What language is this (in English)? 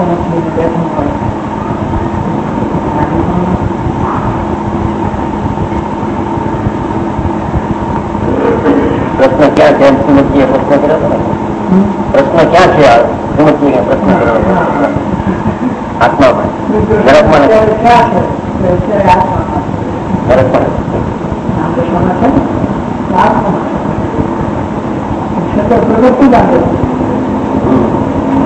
Gujarati